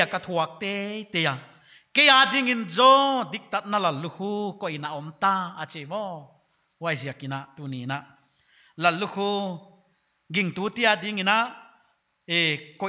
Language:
Paite Chin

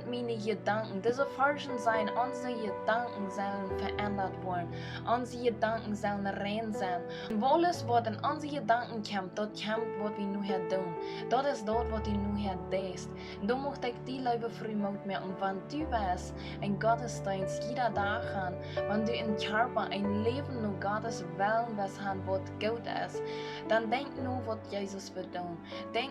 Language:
Plautdietsch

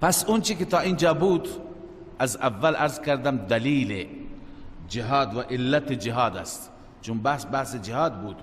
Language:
Persian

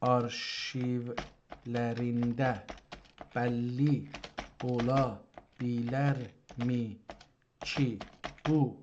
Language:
South Azerbaijani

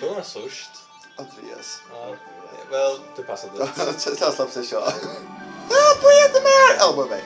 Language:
Faroese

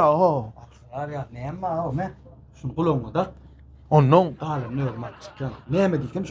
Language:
Turkmen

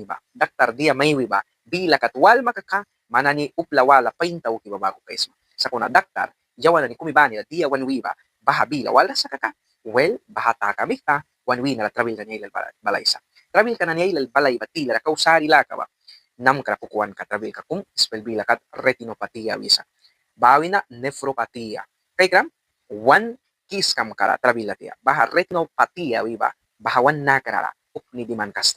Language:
Mískito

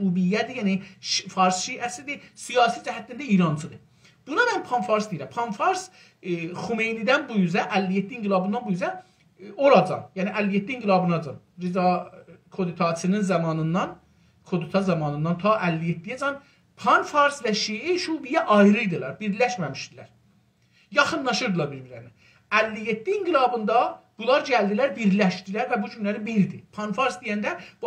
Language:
South Azerbaijani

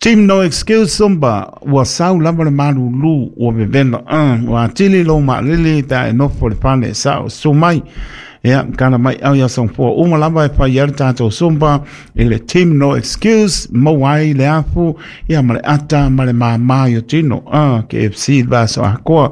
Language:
Samoan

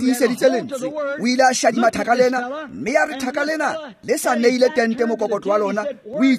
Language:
Tswana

